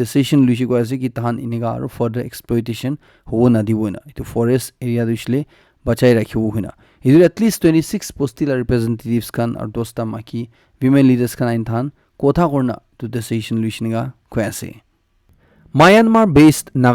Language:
Naga Pidgin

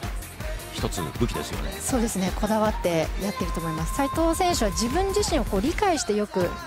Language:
Japanese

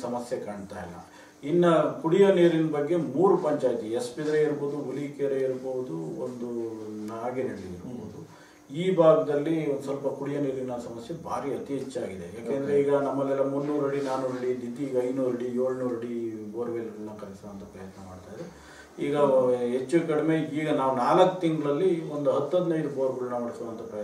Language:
Kannada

